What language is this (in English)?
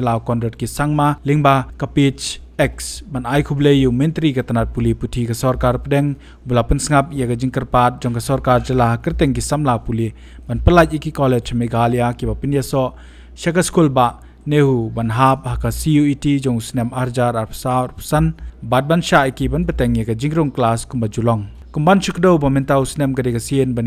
Khasi